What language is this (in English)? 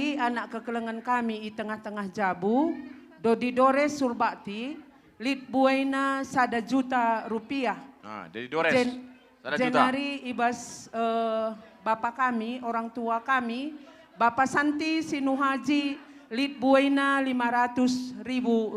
Batak Karo